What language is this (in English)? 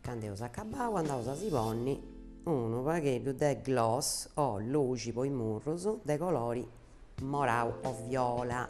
Sardinian